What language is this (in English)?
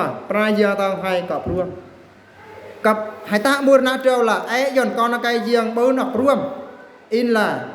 Eastern Bru